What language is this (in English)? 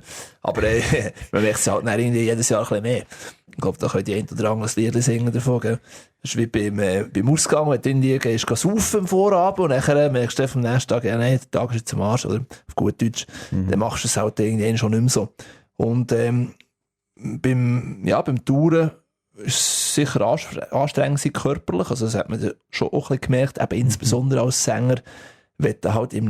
Swiss German